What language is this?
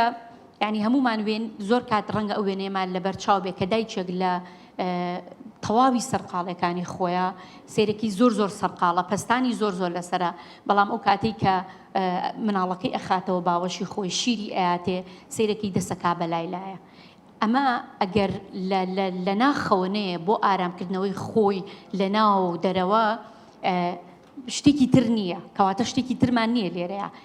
Central Kurdish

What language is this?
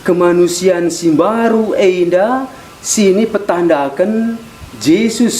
Batak Karo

